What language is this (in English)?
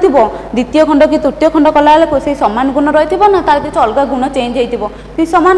Odia